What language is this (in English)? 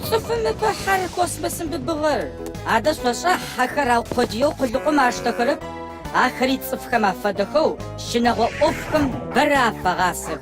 Adyghe